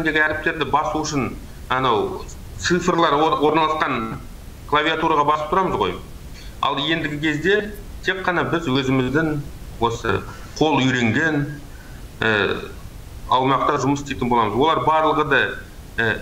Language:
Kazakh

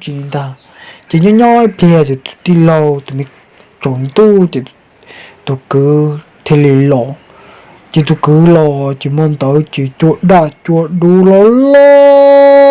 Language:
Hmong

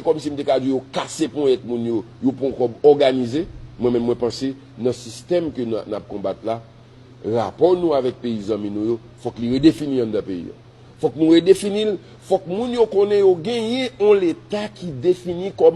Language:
Haitian Creole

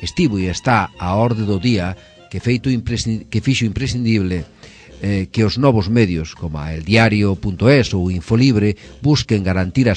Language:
Galician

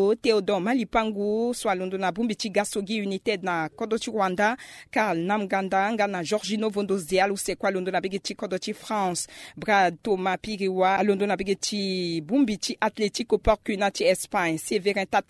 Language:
Sango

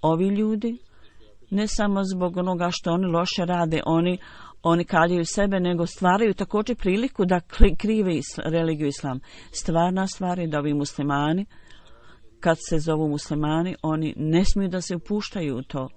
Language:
Bosnian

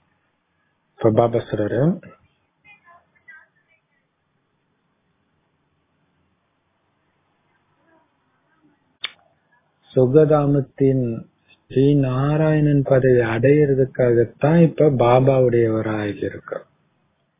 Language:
Tamil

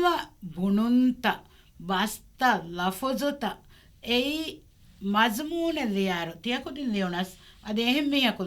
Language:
Divehi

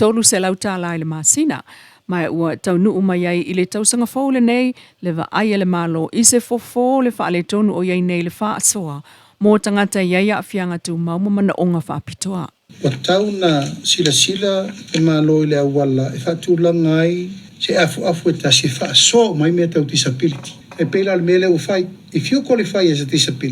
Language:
Samoan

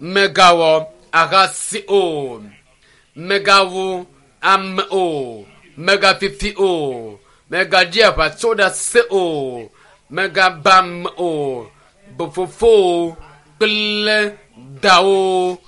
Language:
Ewe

